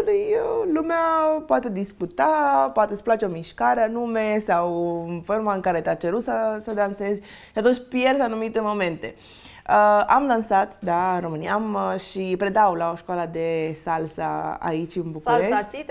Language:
Romanian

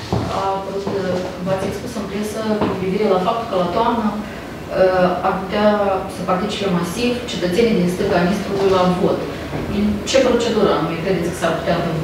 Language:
Romanian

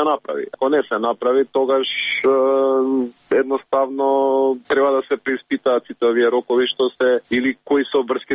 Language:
Macedonian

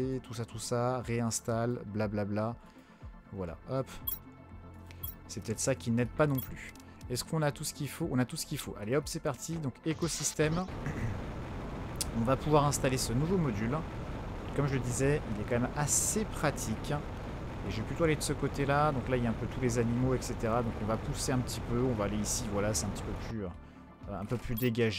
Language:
French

